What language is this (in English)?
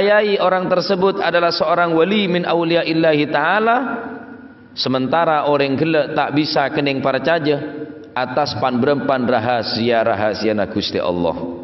Madurese